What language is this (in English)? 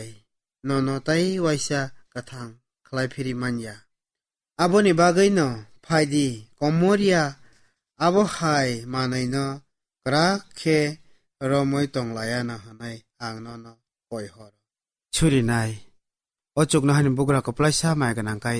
Kok Borok